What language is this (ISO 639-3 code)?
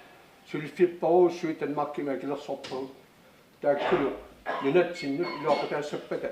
kal